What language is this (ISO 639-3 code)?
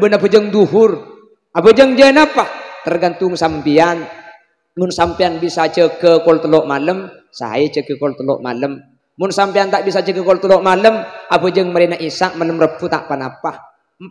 mad